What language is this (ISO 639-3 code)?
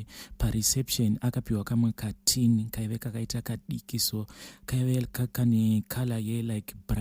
sna